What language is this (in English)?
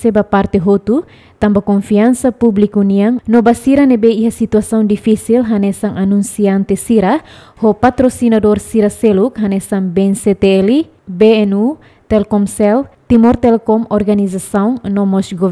Tetum